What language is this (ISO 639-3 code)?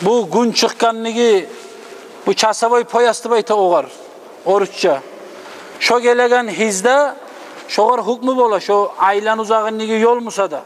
kum